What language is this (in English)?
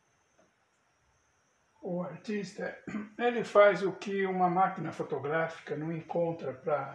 Portuguese